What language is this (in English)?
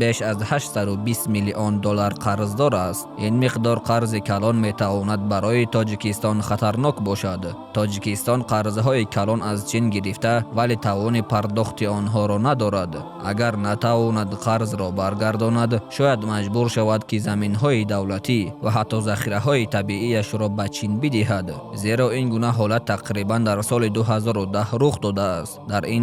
Tajik